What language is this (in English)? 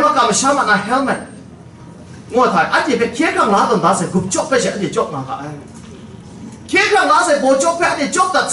Kachin